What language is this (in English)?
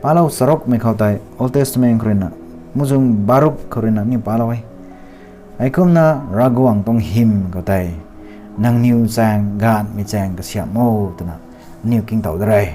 Rongmei Naga